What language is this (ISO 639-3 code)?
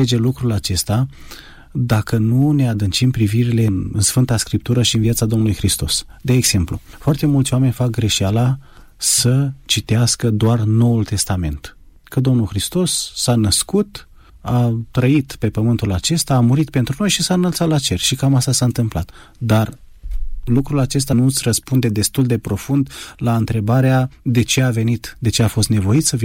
ron